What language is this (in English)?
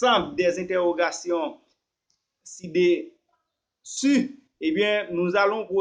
Haitian Creole